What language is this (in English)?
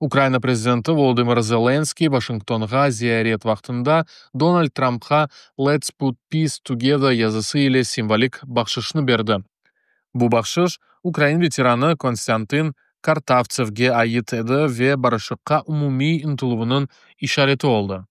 Crimean Tatar